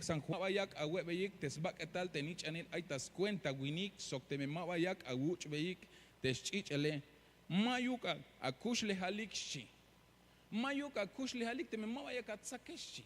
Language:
Tzeltal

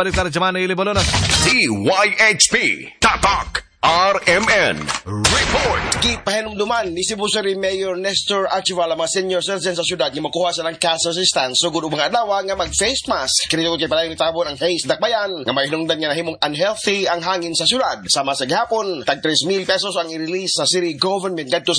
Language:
Cebuano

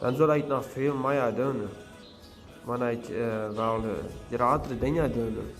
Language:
Plautdietsch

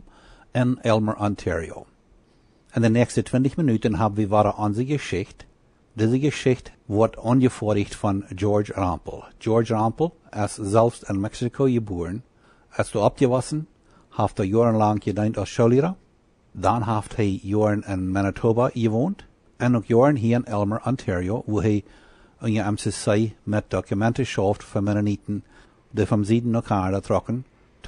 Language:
Plautdietsch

